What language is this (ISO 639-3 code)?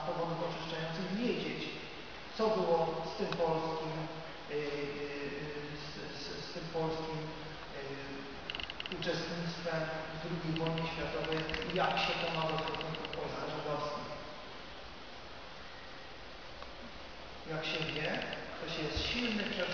pol